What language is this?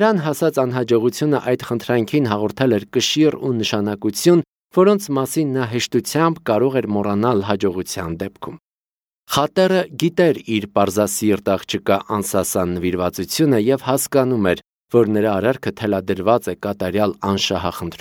Armenian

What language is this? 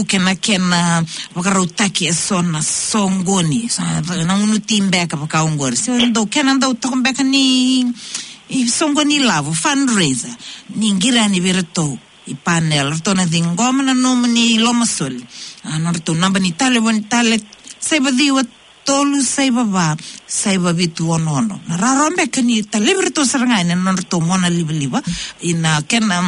Fijian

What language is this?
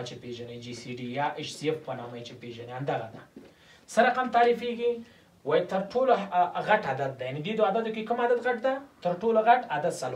Pashto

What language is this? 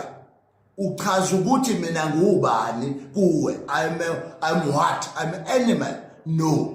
Zulu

